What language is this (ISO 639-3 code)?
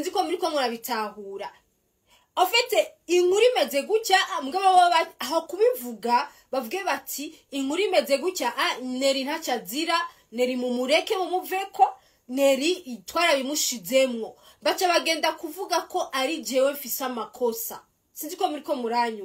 run